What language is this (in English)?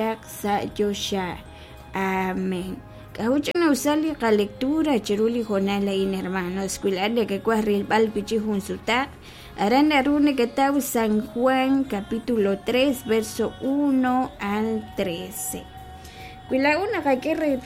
Kekchí